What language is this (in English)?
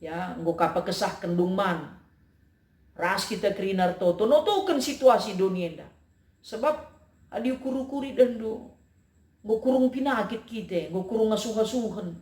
Batak Karo